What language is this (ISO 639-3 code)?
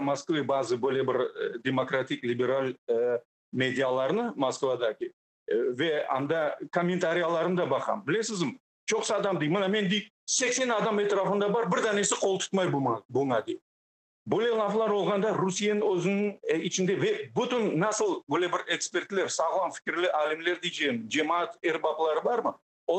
crh